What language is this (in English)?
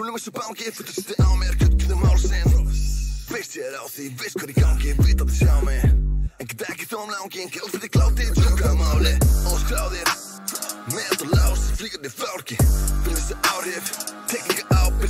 Icelandic